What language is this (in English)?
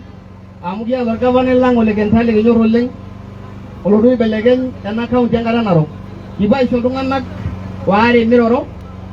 Masai